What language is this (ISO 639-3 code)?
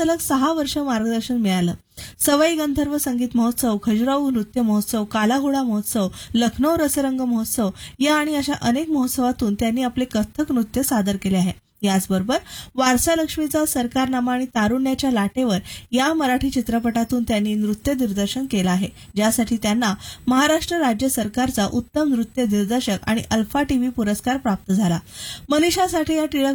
mar